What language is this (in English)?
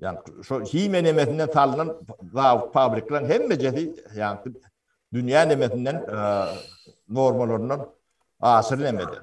Turkmen